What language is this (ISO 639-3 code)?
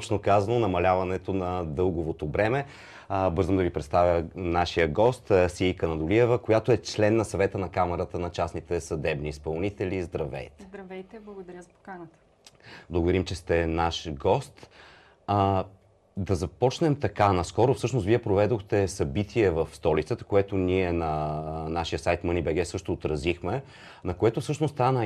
bul